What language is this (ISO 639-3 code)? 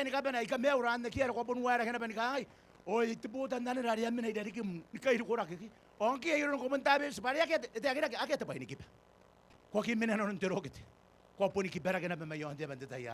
gil